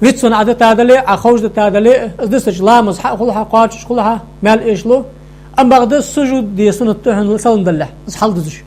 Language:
Ingush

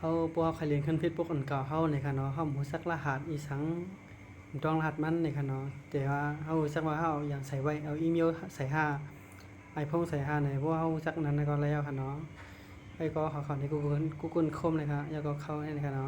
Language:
Shan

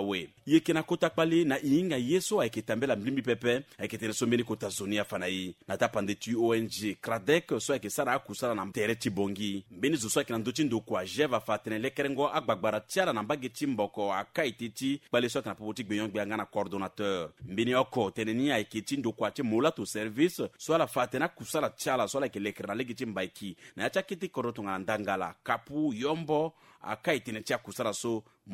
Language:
Sango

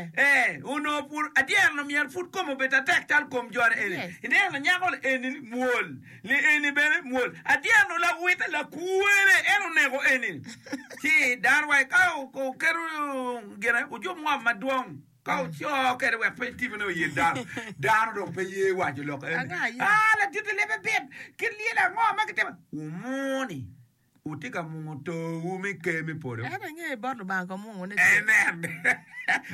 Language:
Acoli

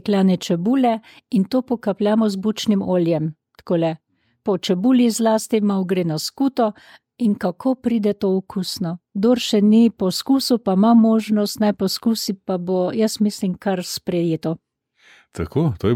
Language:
Slovenian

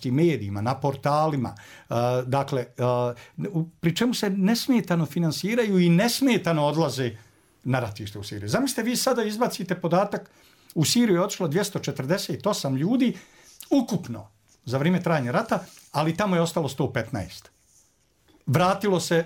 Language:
Bosnian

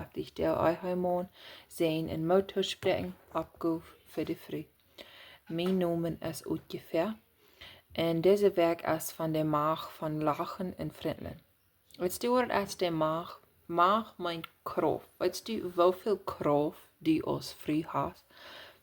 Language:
Plautdietsch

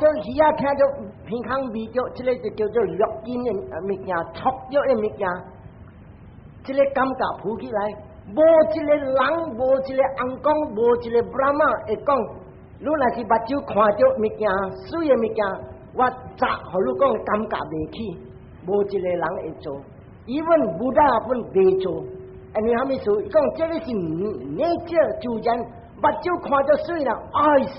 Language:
Min Nan Chinese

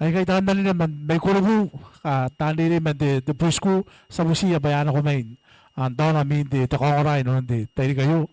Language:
Gilbertese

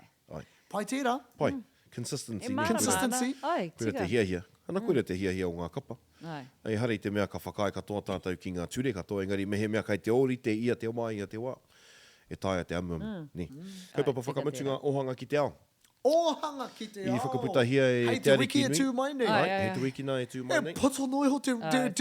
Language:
Māori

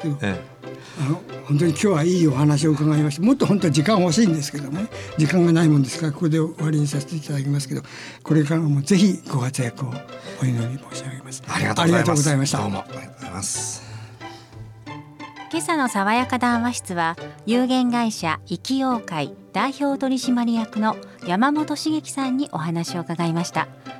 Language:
Japanese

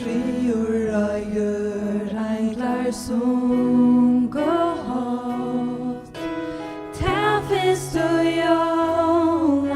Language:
Faroese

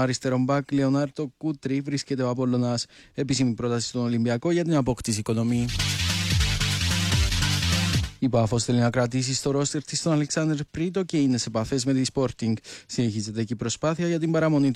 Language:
Greek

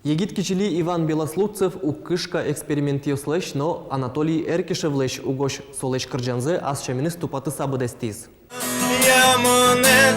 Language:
Udmurt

